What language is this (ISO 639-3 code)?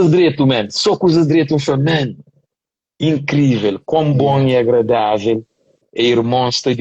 kea